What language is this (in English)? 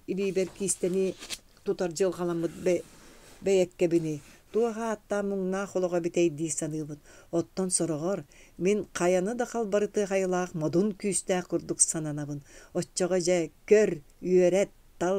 Yakut